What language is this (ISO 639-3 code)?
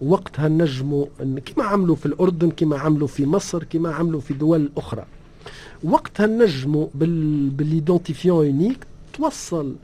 aeb